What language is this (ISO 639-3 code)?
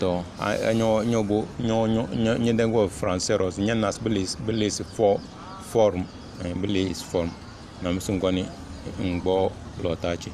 kdh